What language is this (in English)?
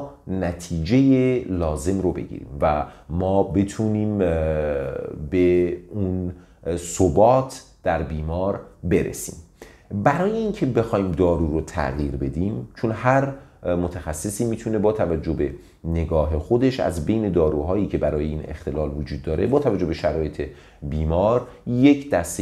Persian